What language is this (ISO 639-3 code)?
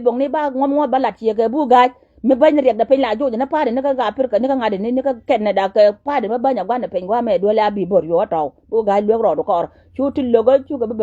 nus